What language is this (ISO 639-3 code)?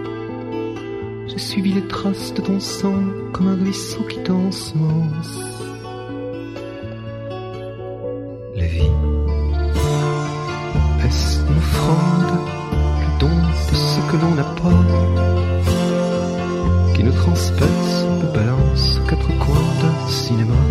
fra